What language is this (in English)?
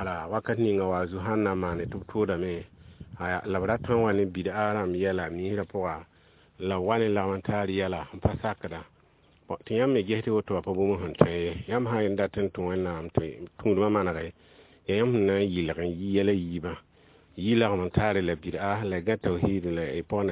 Mossi